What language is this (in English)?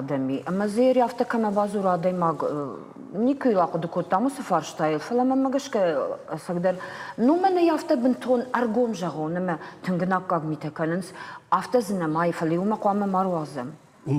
Ossetic